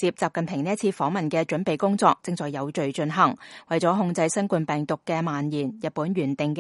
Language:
Cantonese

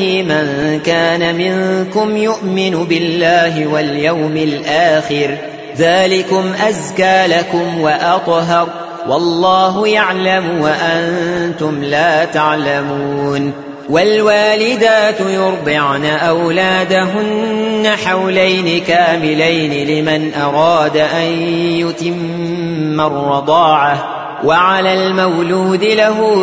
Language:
Arabic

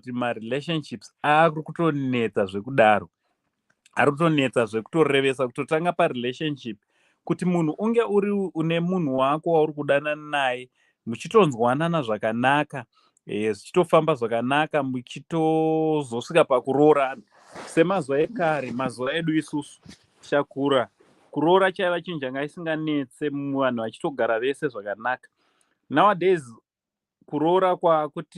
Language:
Shona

